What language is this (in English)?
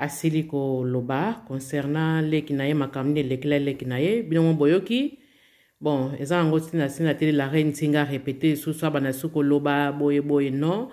Lingala